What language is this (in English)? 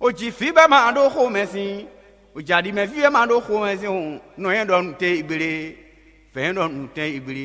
Fon